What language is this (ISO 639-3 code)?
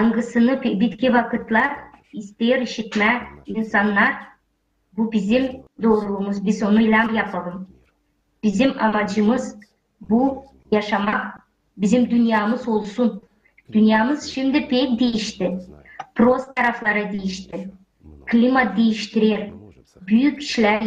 gag